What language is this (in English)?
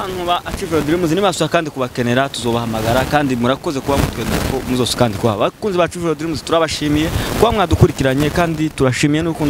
Rundi